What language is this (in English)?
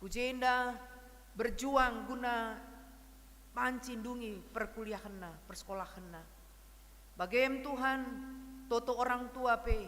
Batak Karo